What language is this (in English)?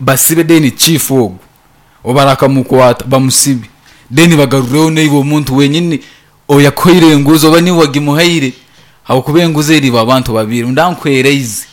Nyankole